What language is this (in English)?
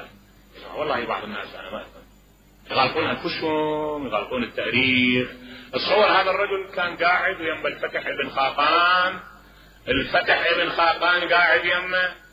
Mesopotamian Arabic